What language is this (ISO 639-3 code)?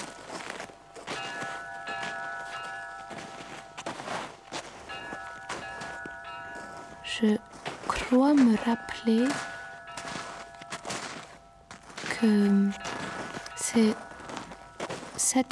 fra